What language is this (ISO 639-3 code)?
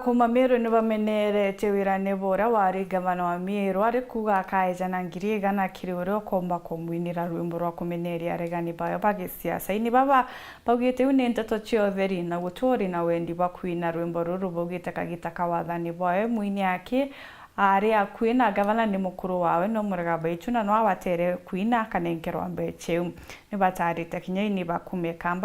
mer